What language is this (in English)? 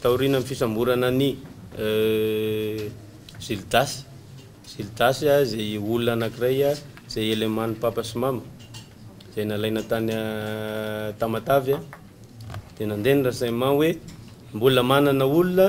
Malagasy